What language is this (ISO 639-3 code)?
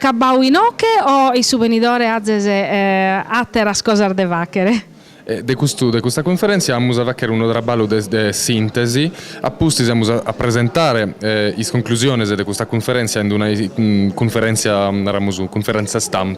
srd